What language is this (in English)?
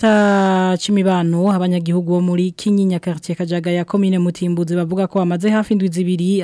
Rundi